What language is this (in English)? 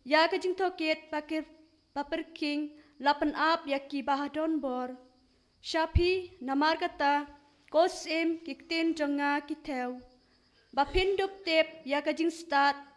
Khasi